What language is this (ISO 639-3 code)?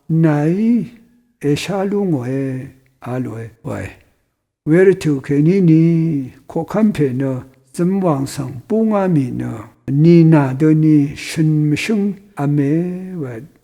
raw